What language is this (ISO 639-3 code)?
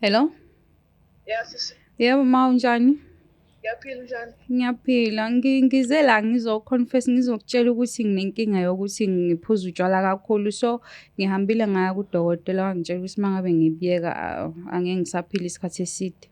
zul